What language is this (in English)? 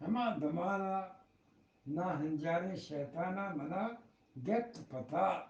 Eastern Balochi